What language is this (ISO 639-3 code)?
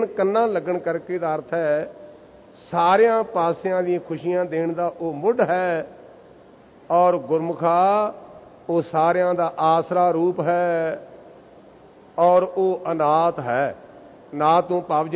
pan